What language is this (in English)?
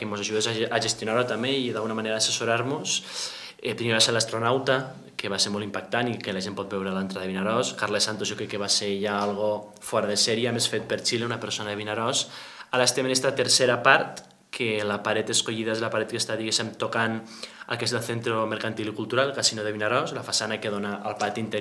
Catalan